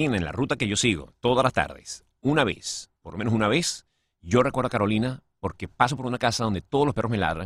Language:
Spanish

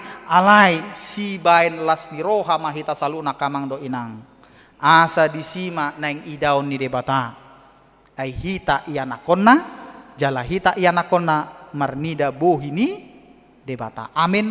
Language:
Batak Toba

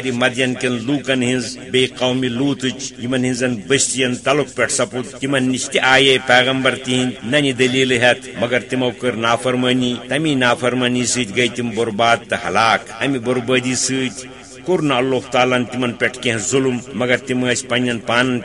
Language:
Kashmiri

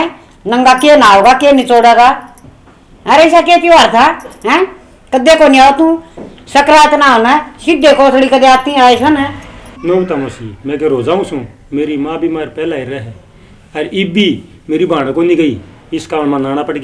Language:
Haryanvi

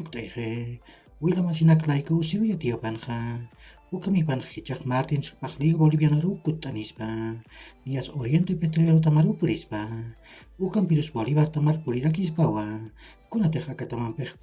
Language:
Aymara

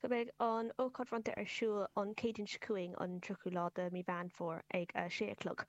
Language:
Irish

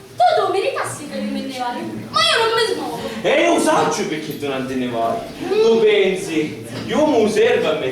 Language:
Sicilian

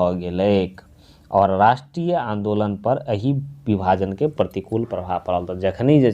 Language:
Maithili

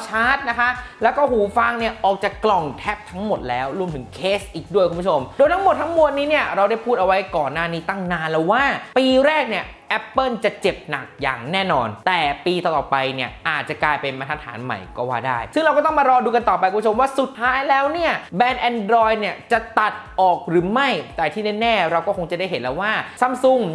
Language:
Thai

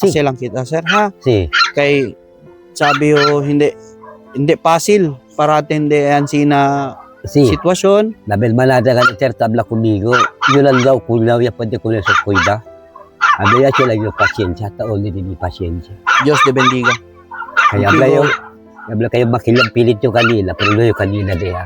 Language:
Chavacano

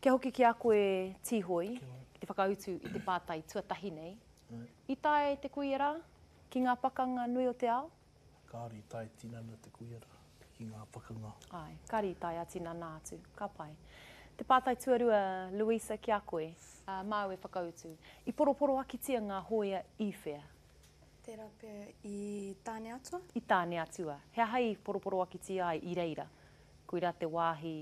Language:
Māori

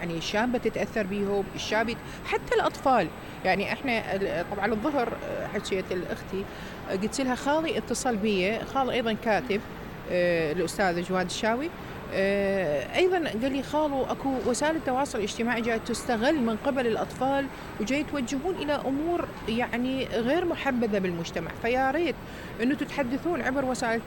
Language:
Mesopotamian Arabic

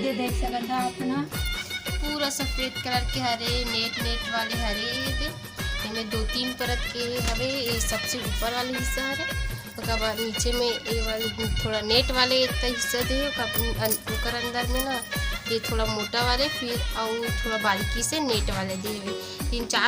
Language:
Chhattisgarhi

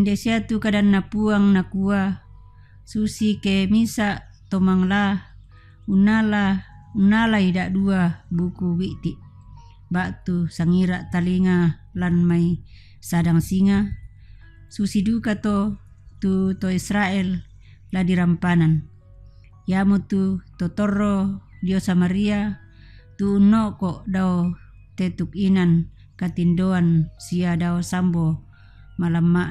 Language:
Toraja-Sa'dan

